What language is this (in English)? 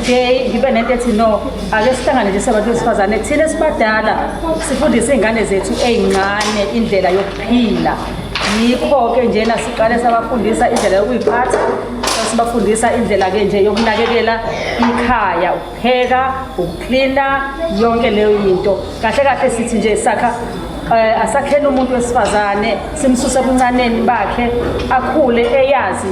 Zulu